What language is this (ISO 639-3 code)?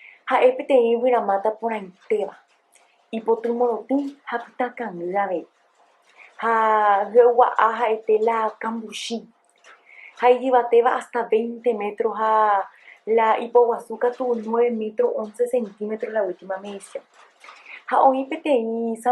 grn